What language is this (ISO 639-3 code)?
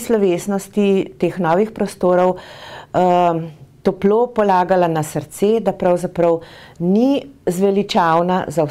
slv